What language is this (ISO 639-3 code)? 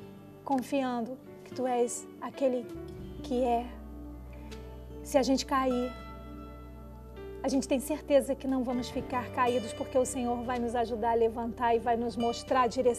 por